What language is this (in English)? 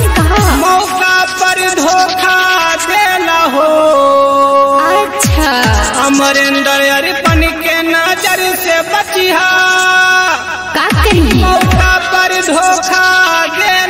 Bhojpuri